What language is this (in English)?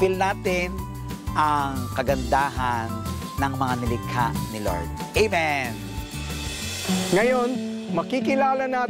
Filipino